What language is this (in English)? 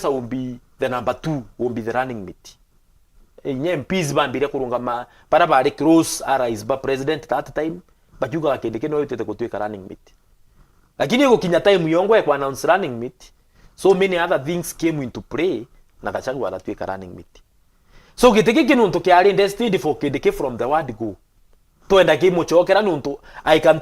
Meru